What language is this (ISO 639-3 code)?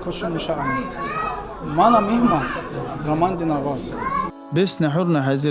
tkr